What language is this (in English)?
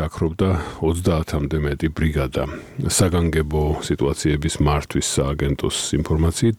Georgian